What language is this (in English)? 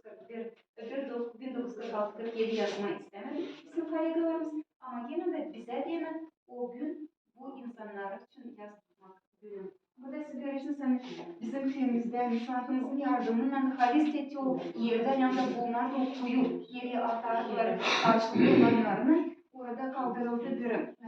Gagauz